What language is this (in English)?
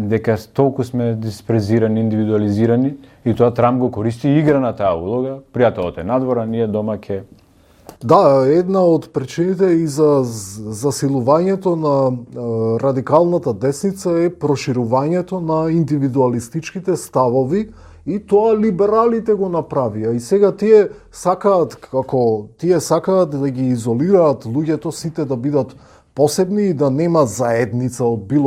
Macedonian